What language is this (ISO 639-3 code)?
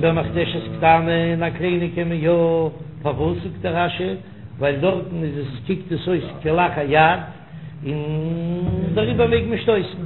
yid